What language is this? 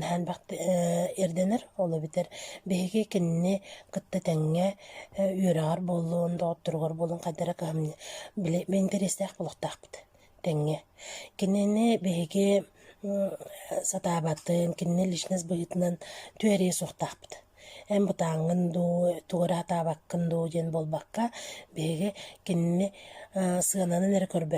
Yakut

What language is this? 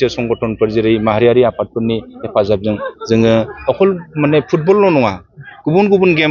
Bodo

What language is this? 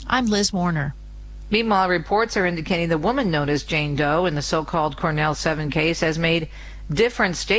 English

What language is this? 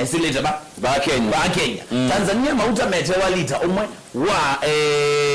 Kamba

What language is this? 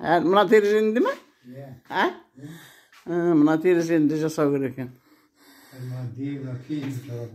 Kazakh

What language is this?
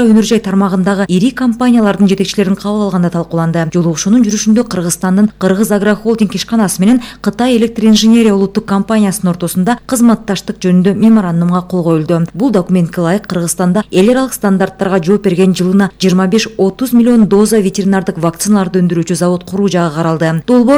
Kyrgyz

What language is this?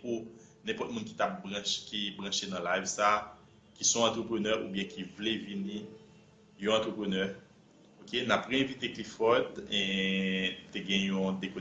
Haitian Creole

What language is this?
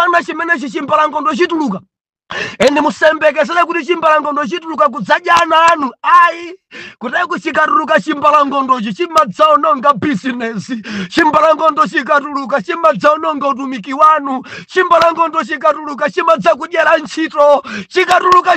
Nyanja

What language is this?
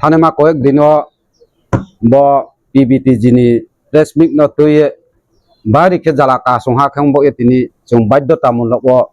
Riang (India)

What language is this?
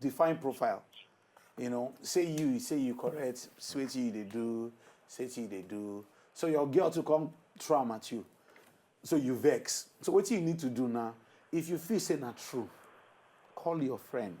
Nigerian Pidgin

